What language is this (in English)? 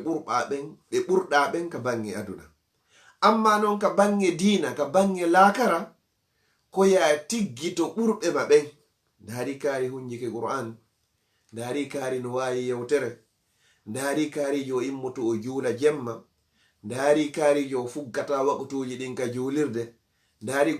Fula